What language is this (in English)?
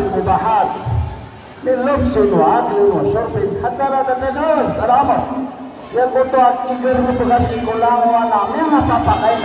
Maranao